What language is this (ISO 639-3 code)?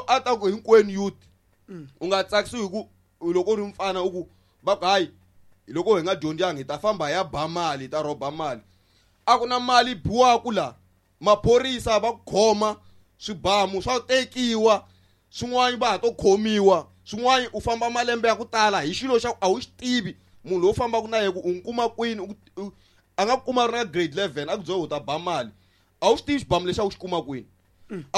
tso